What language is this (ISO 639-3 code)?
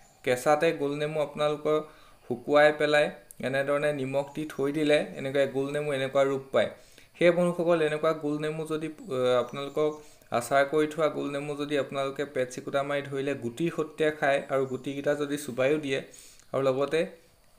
asm